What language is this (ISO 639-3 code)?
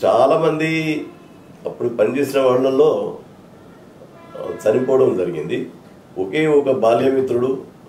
tel